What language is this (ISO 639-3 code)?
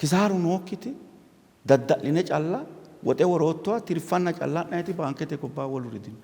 sid